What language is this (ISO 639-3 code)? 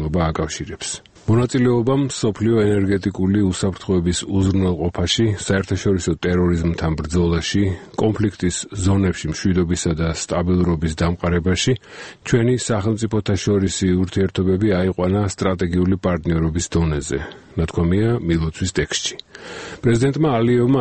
kat